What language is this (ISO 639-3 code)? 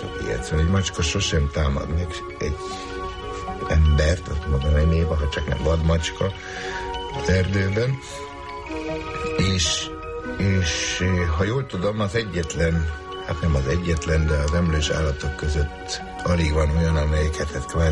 hun